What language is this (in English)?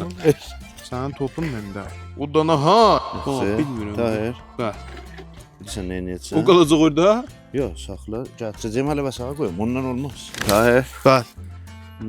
South Azerbaijani